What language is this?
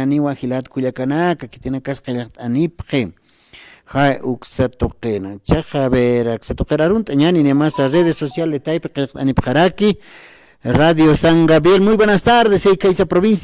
Aymara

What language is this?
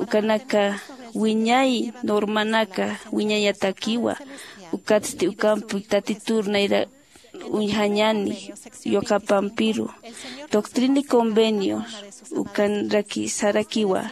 Aymara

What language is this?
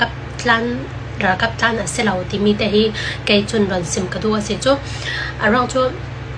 Hakha Chin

